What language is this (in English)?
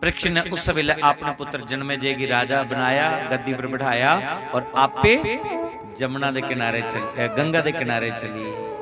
Dogri